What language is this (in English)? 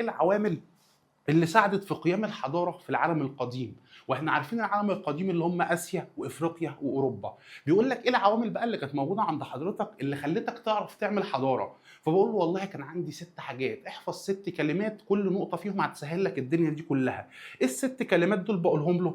Egyptian Arabic